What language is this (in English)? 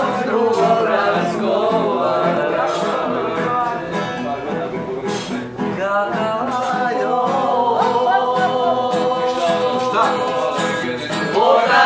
Croatian